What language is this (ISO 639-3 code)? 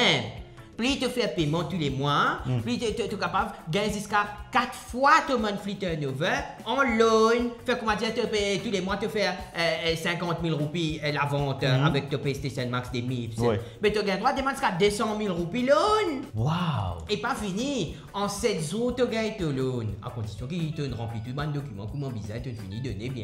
mfe